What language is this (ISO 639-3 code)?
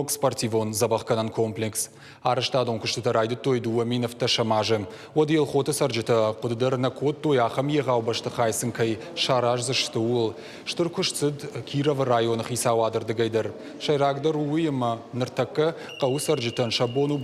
oss